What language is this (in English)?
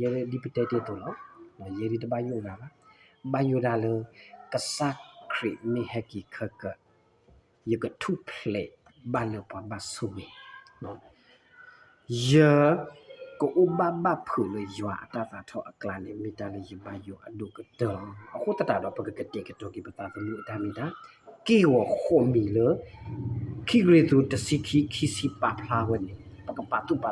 S'gaw Karen